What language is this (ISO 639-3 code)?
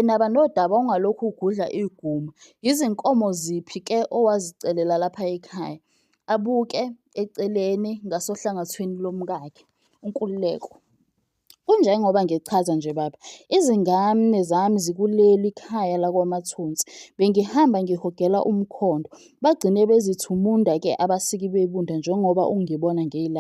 zul